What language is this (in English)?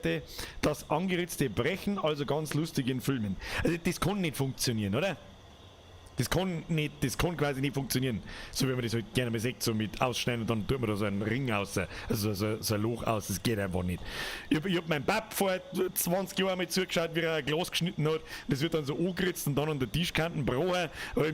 Bavarian